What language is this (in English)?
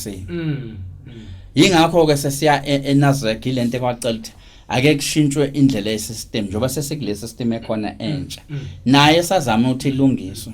Zulu